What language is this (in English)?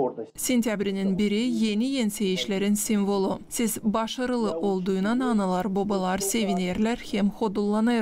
Gagauz